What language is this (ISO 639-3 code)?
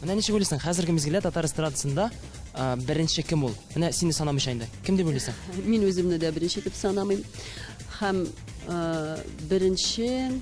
tat